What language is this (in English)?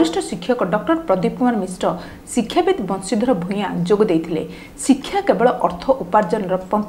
Odia